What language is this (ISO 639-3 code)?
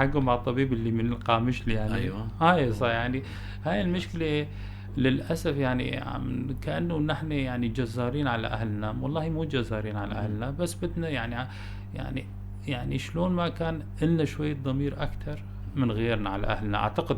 apc